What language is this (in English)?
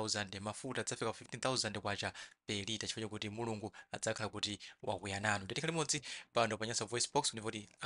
Nyanja